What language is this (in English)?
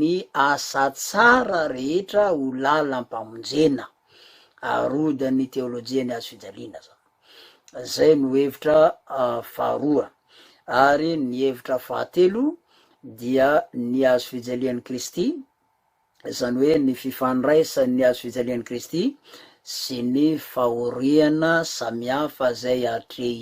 Malagasy